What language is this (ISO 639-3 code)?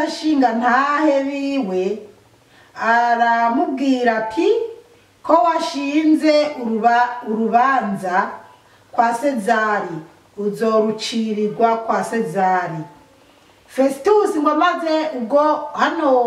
run